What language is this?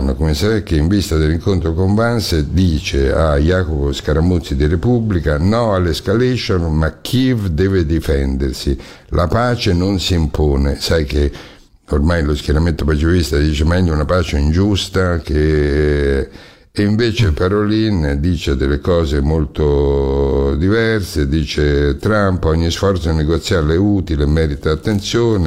Italian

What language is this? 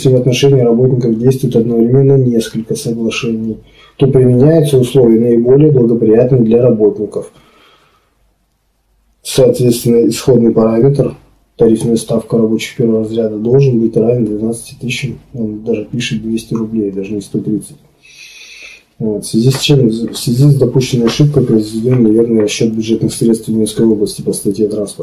Russian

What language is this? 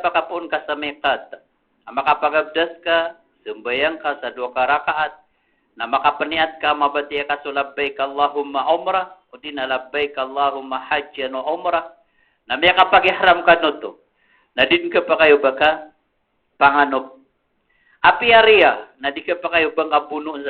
Maranao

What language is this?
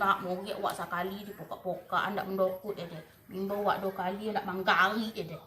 Minangkabau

